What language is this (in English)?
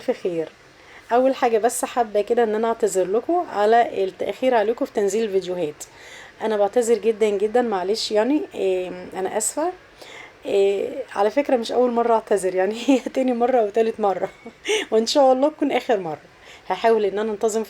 Egyptian Arabic